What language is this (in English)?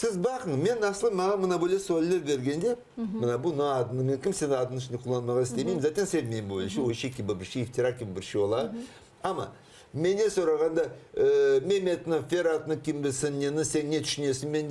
Crimean Tatar